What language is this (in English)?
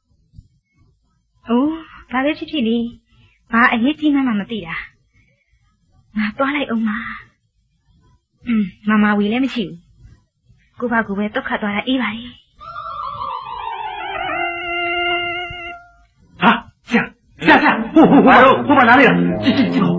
Burmese